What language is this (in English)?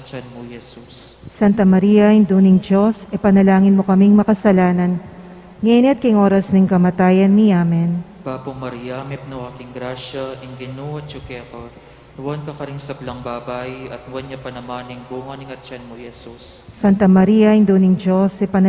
Pampanga